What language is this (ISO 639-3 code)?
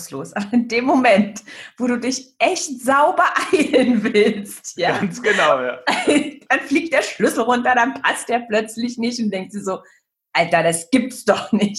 deu